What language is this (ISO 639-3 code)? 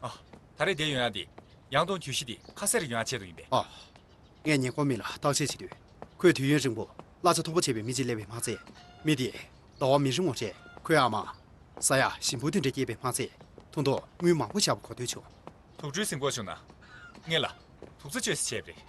bod